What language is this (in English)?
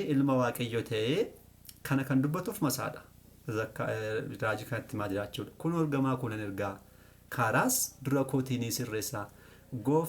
Oromo